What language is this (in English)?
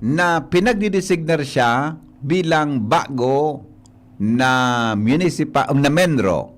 Bikol